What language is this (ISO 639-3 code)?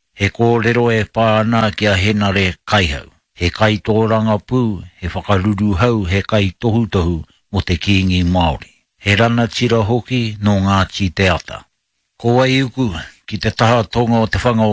mri